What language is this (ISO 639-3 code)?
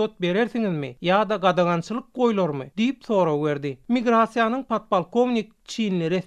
tuk